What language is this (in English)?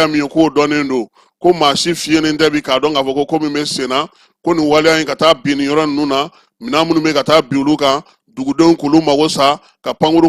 Bambara